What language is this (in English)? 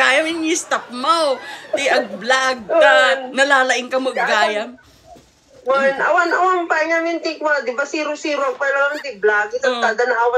Iloko